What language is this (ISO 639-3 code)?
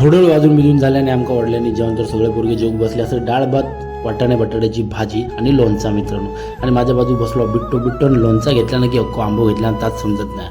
kok